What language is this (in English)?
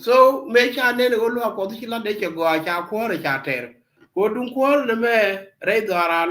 Nuer